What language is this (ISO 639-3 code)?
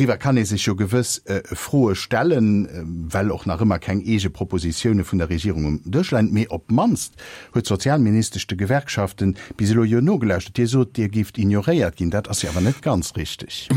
ltz